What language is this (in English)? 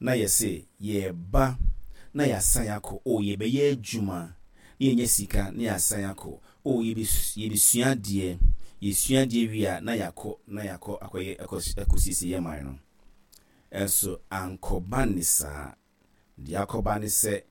Akan